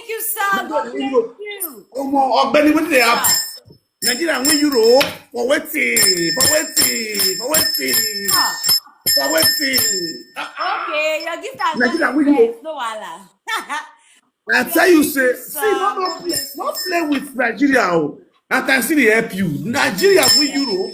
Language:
Nigerian Pidgin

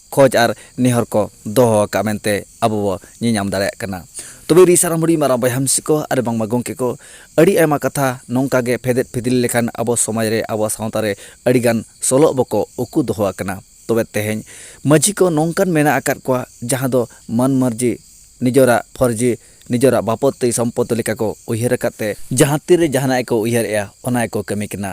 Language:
Santali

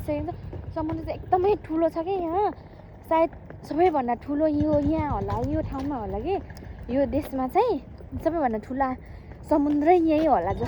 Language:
Nepali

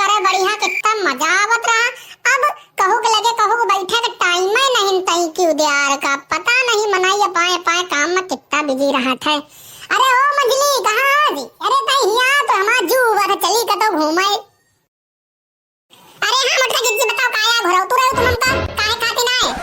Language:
Awadhi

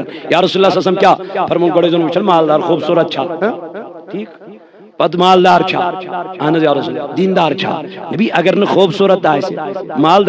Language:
Kashmiri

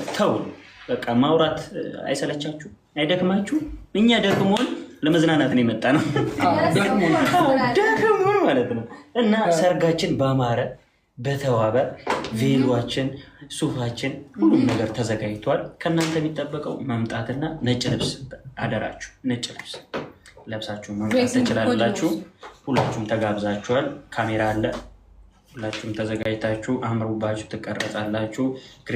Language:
Amharic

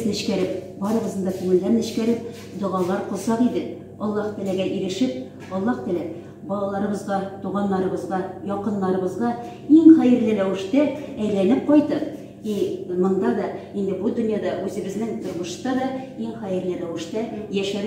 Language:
Tatar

